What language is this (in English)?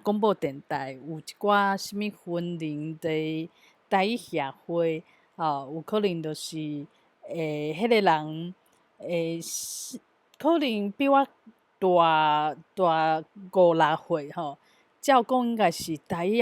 Min Nan Chinese